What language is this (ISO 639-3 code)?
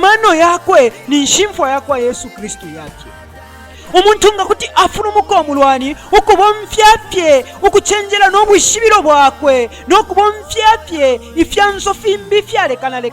bem